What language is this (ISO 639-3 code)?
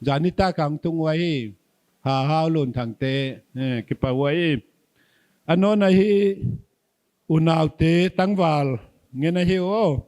pck